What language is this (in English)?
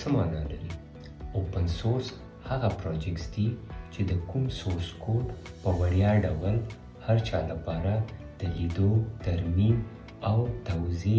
Pashto